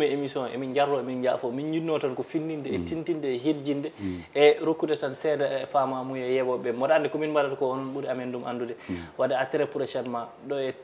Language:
Fula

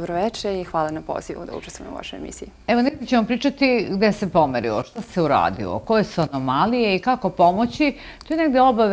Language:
Serbian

